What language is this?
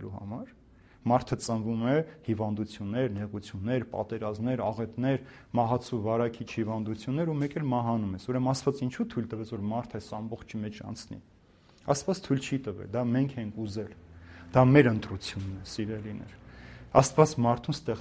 Armenian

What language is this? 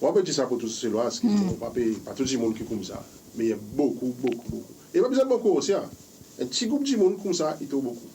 Seselwa Creole French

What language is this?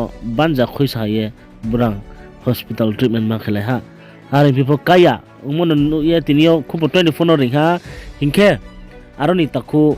Riang (India)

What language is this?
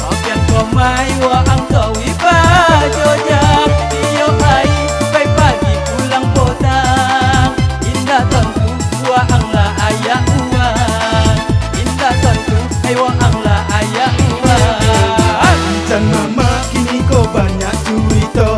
Minangkabau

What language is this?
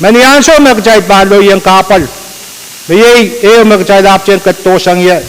Pohnpeian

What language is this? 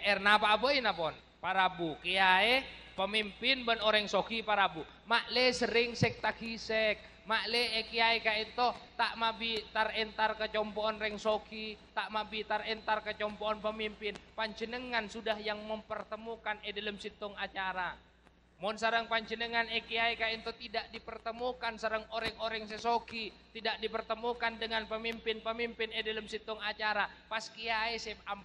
Madurese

